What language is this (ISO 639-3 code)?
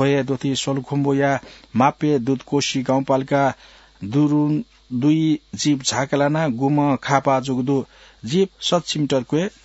new